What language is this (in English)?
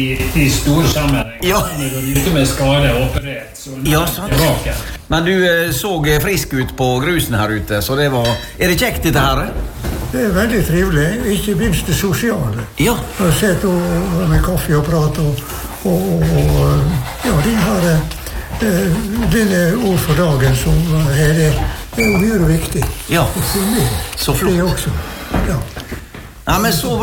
Norwegian